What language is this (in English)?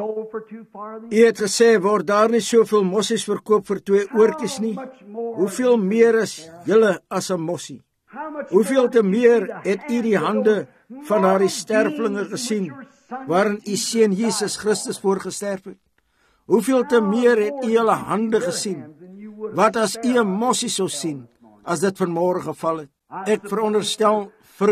Afrikaans